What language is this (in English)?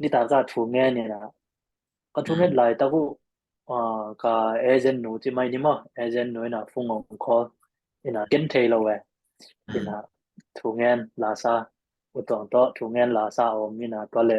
Tedim Chin